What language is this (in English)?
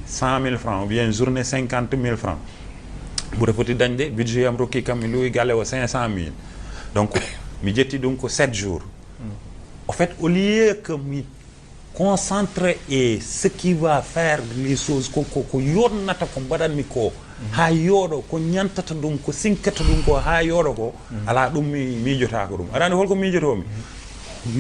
Fula